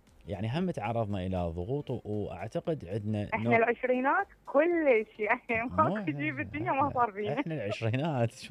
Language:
Mesopotamian Arabic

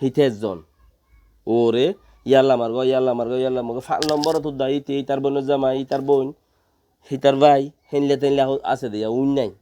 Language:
Rohingya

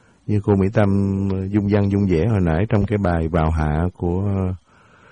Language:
Vietnamese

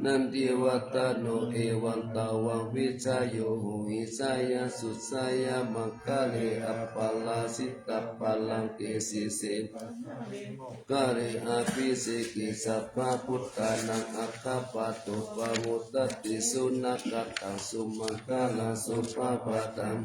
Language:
Pali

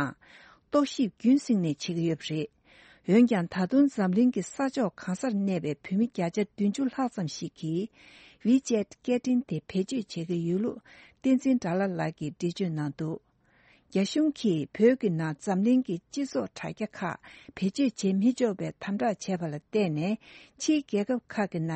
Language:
Tibetan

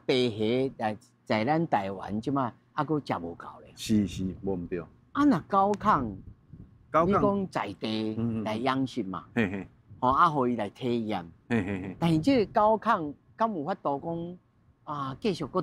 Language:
Min Nan Chinese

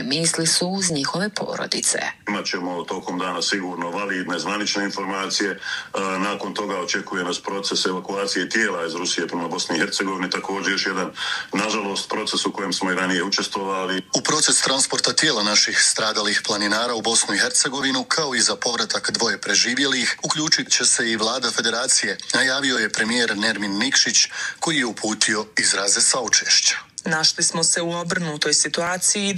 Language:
Bosnian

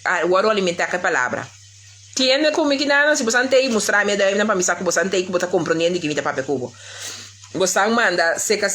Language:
Papiamento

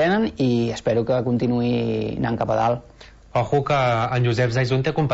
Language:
Catalan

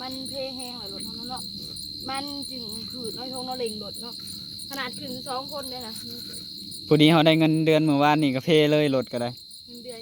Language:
Northeastern Thai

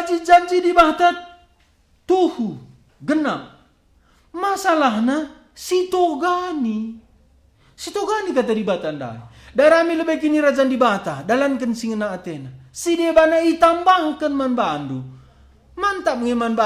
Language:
Batak Karo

